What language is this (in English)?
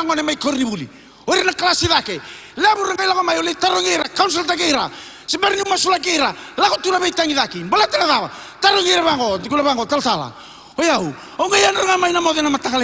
Fijian